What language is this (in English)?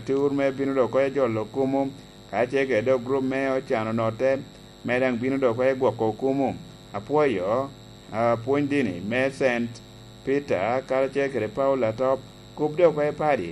Lango (Uganda)